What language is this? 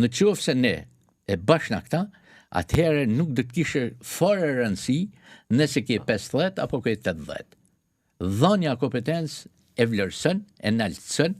Albanian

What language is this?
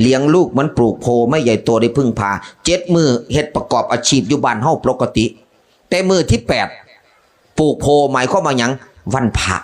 Northeastern Thai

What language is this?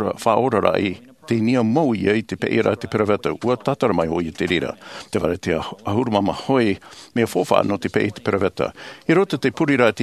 Tahitian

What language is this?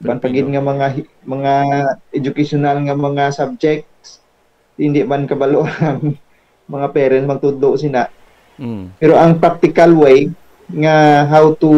Hiligaynon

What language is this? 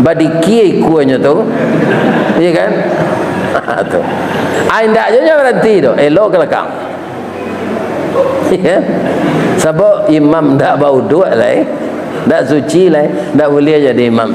Minangkabau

